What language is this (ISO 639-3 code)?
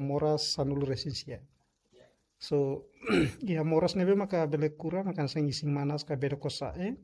tet